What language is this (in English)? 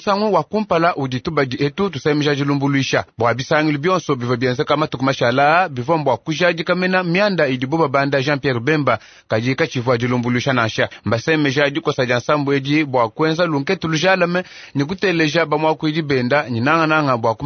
Luba-Lulua